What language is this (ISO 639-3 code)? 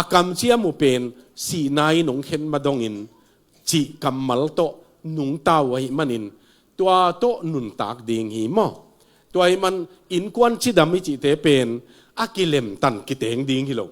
ctd